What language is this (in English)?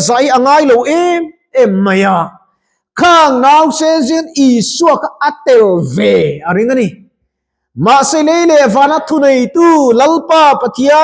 Mizo